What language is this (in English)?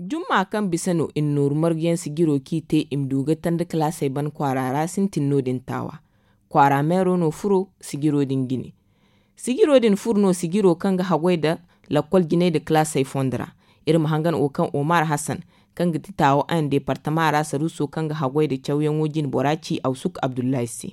Zarma